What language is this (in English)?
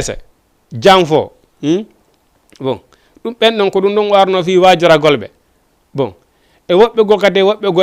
Fula